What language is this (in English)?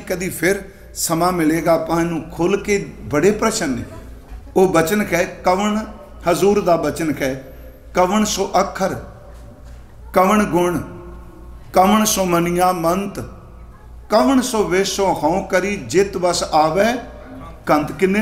Punjabi